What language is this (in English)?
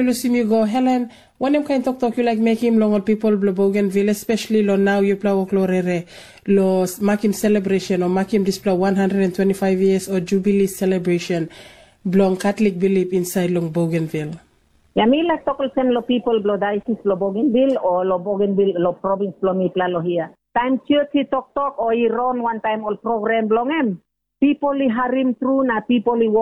Tok Pisin